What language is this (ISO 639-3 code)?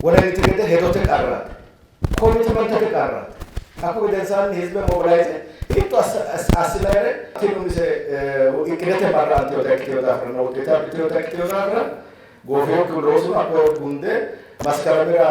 sid